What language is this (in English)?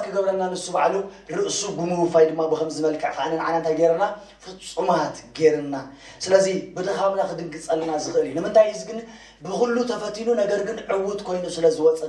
Tigrinya